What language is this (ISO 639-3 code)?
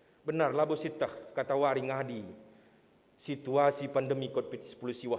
btx